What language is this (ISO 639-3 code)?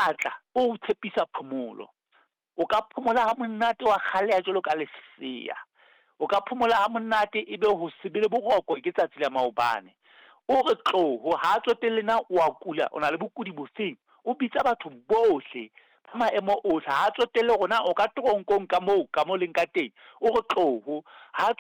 sot